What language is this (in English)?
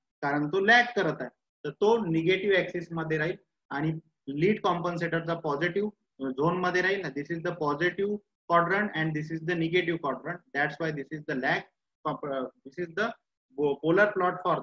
Marathi